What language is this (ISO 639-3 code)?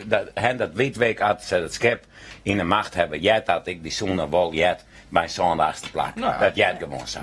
fry